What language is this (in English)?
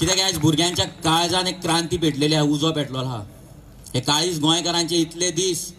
Konkani